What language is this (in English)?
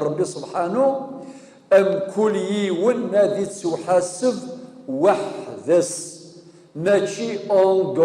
Kabyle